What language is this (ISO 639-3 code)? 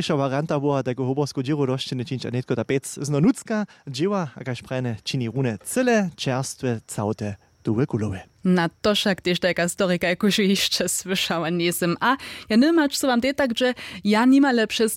hsb